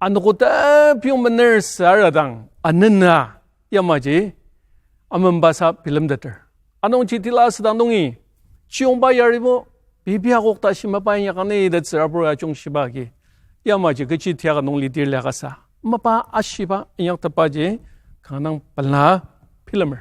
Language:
Ao Naga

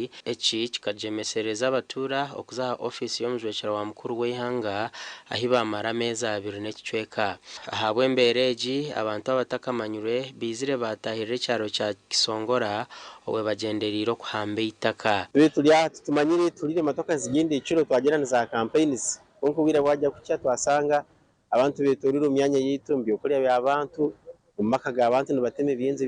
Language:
Nyankole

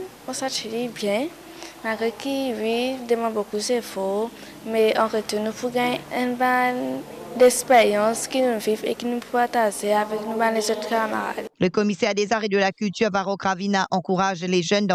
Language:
Morisyen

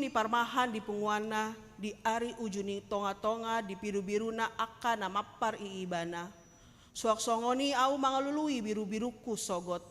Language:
Batak Toba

